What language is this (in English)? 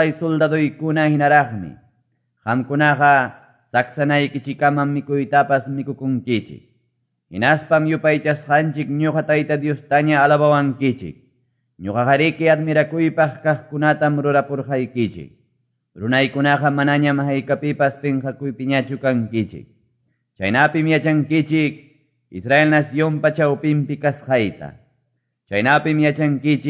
Quechua